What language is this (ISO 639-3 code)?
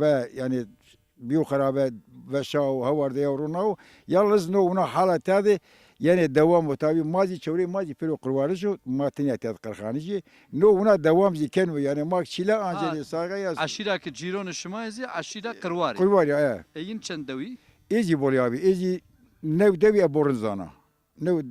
zza